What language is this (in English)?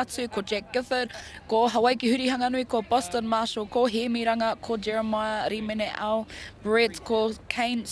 Māori